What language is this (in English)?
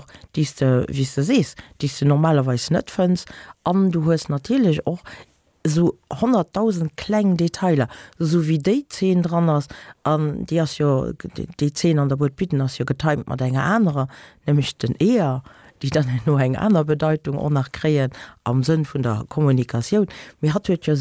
Luxembourgish